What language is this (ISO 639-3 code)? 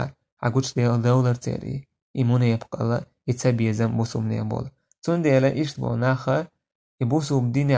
che